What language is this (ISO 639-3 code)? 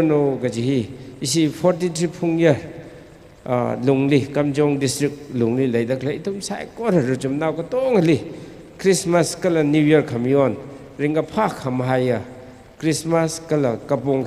nmf